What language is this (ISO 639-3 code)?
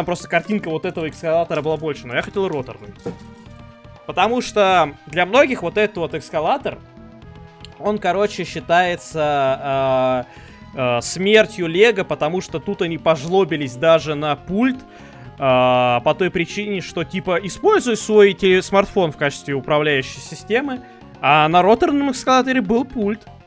rus